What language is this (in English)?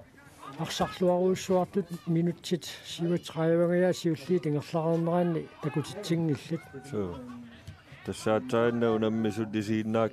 Kalaallisut